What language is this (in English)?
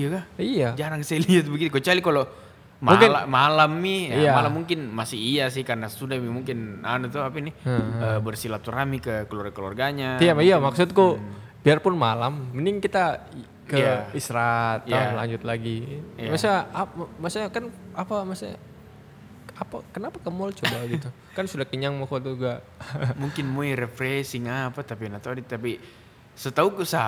Indonesian